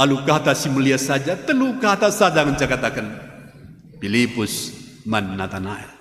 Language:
Batak Karo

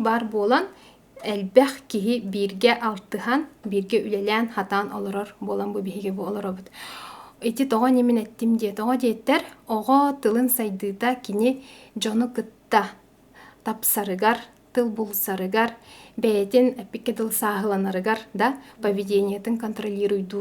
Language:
Yakut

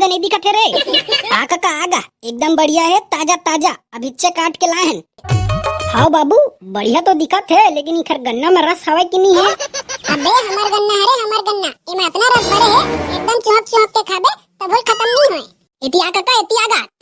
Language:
Chhattisgarhi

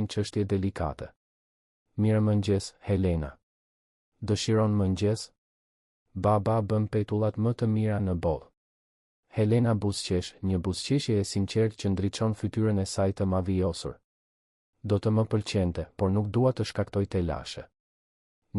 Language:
Albanian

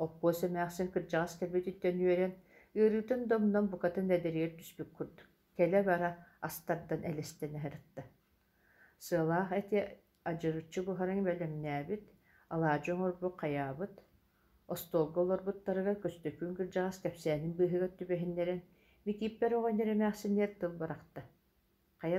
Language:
Yakut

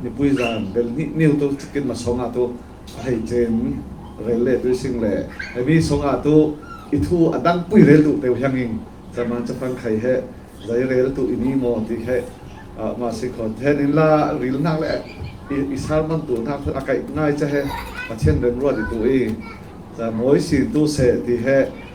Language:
Falam Chin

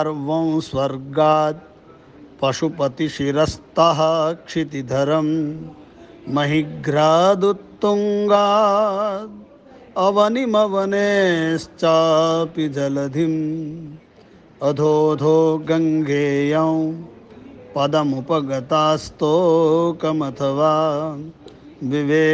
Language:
Sanskrit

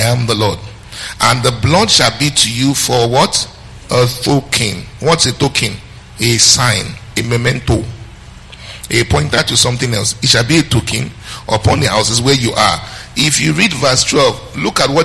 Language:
English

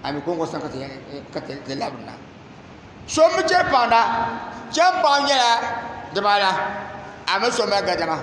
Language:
Dagbani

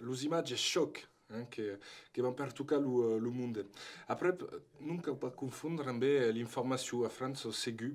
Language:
Occitan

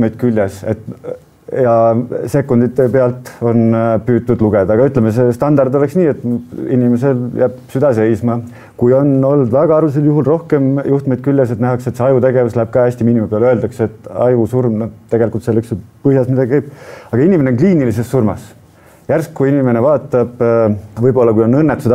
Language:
Estonian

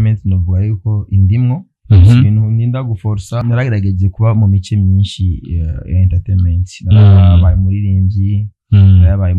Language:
Rundi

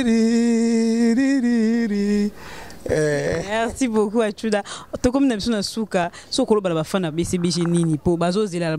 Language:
Lingala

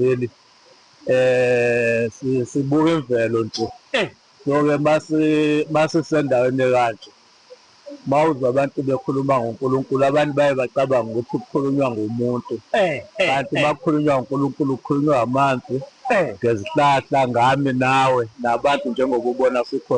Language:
Zulu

